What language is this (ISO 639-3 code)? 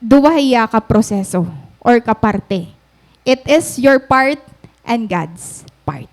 war